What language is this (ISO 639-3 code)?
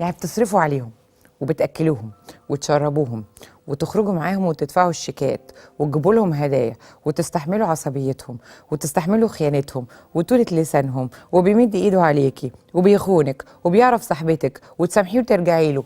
arz